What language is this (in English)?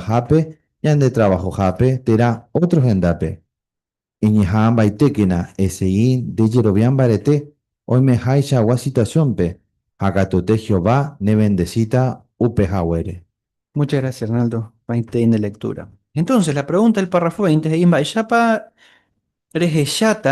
Guarani